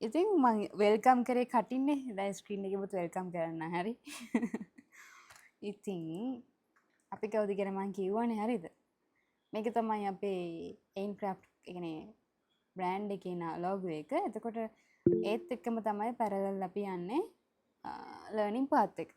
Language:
Sinhala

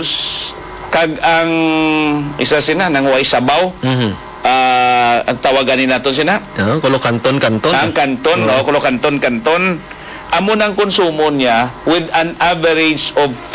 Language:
Hiligaynon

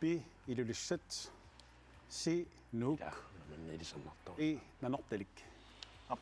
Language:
Kalaallisut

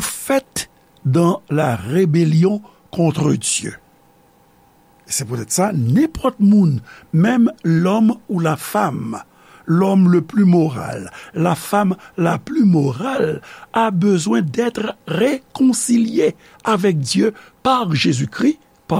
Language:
Haitian Creole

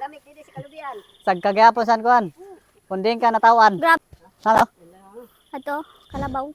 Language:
Waray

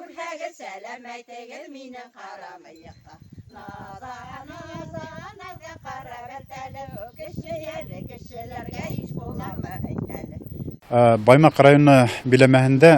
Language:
Bashkir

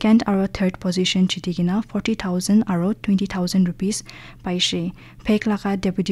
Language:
Naga Pidgin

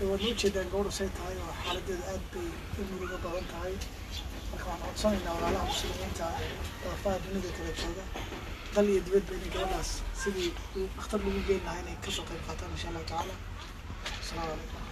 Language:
Somali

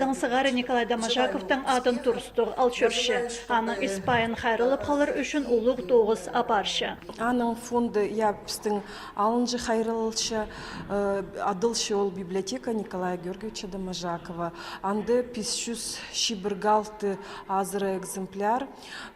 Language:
Khakas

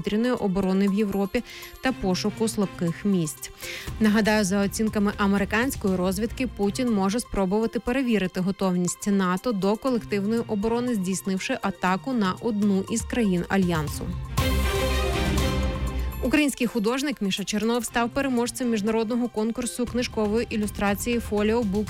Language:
Ukrainian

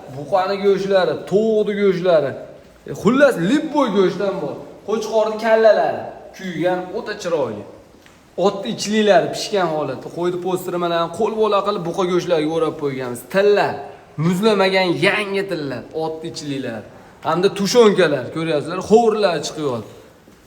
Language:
Uzbek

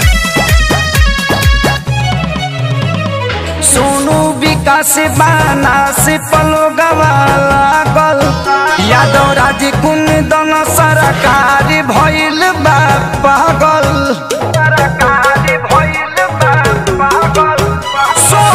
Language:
Bhojpuri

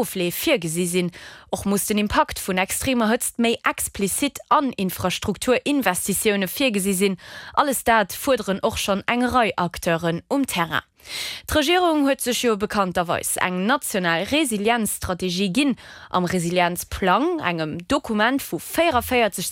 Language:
Luxembourgish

